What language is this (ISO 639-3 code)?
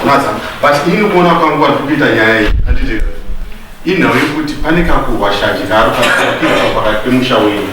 sna